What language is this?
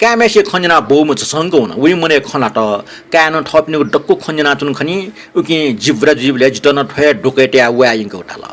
Newari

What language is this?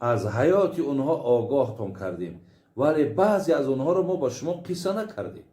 Tajik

